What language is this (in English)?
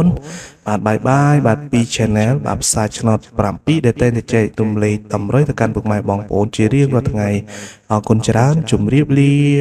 Khmer